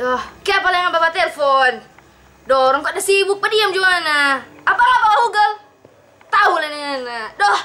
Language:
Manado Malay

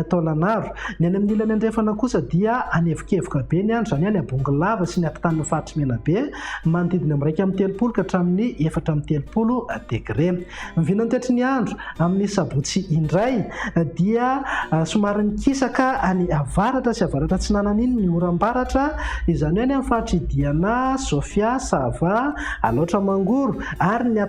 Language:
Malagasy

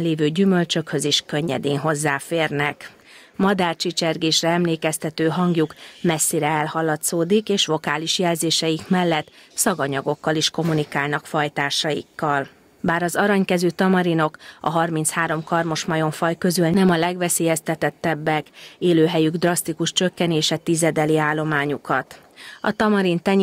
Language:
Hungarian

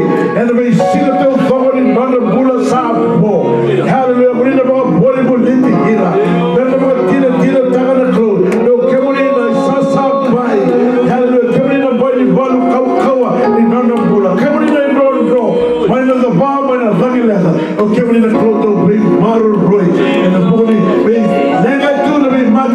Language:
Fijian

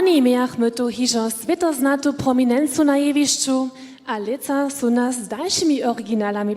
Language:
Upper Sorbian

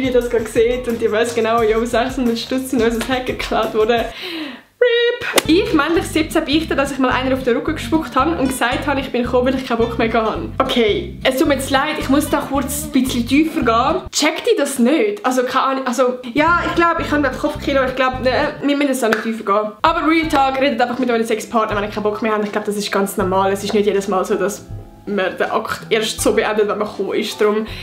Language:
Swiss German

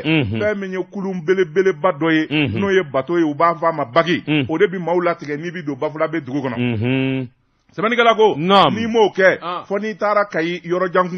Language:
Bambara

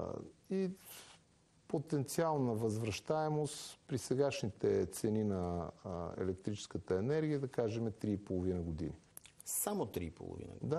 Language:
Bulgarian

